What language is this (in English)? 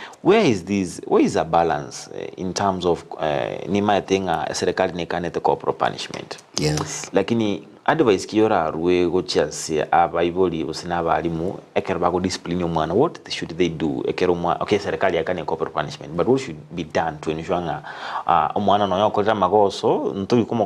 Gusii